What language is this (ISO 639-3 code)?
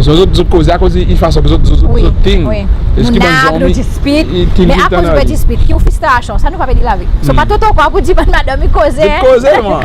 crs